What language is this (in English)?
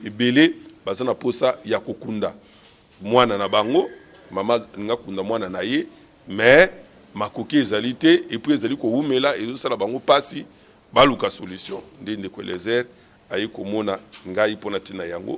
Lingala